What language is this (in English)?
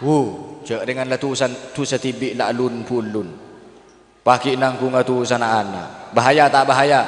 Madurese